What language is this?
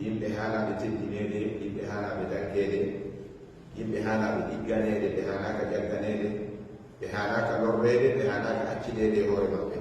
Fula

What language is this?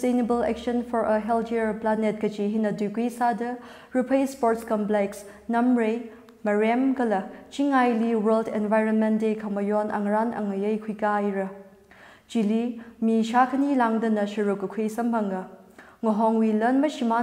Tangkhul Naga (India)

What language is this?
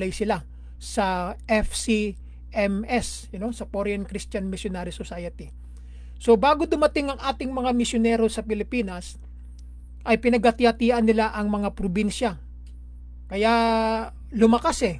Filipino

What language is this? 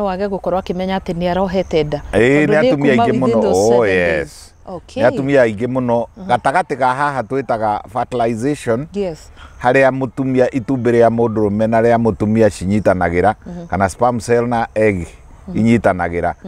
Kikuyu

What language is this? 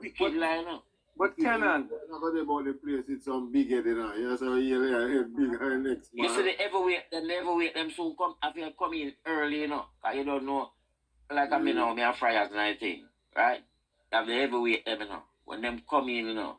Jamaican Creole English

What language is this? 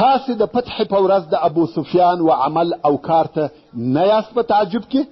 Pashto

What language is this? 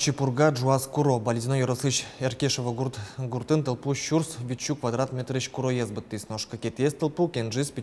Udmurt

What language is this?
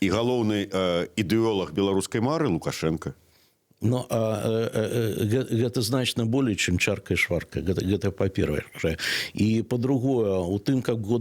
Belarusian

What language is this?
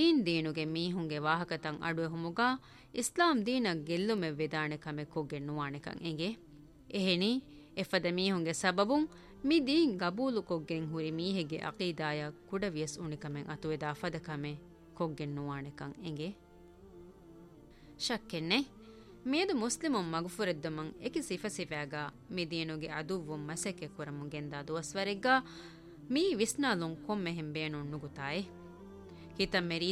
Divehi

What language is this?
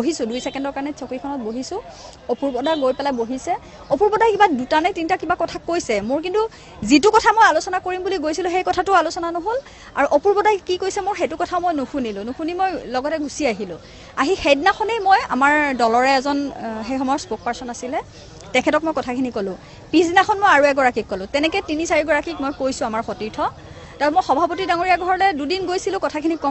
Assamese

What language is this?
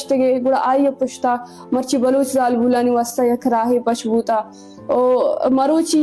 Eastern Balochi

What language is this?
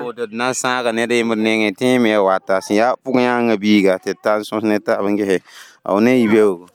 Mossi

